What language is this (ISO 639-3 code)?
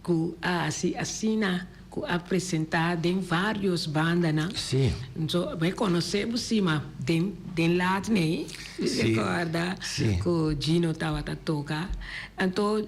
pap